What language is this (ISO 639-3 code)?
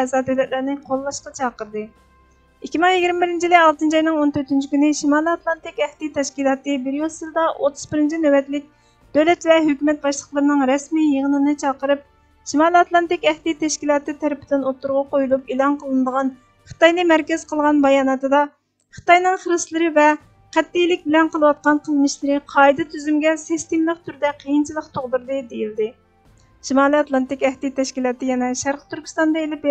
uig